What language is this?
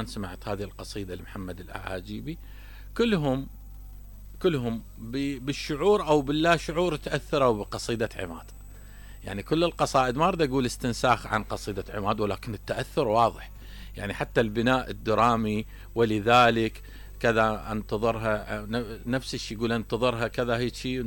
Mesopotamian Arabic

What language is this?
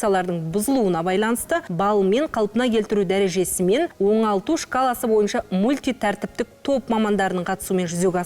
Kazakh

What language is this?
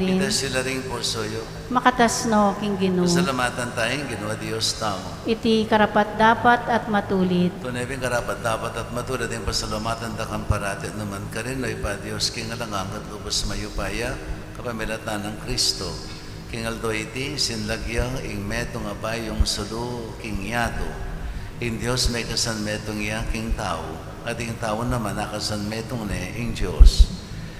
Pampanga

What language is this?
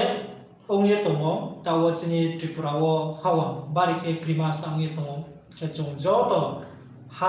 Riang (India)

